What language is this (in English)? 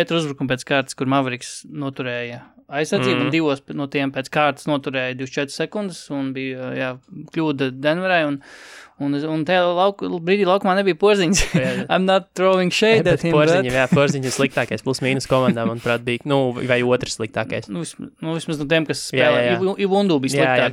Latvian